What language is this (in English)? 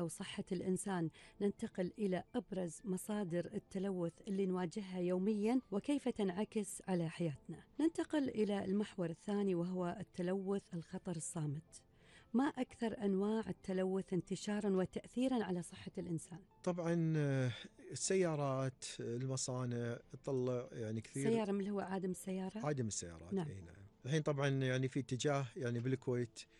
Gulf Arabic